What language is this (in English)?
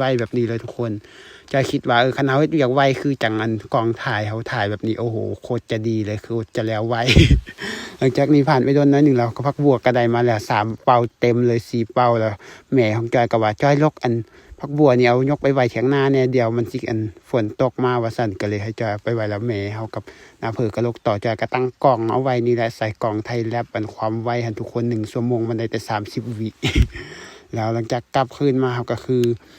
Lao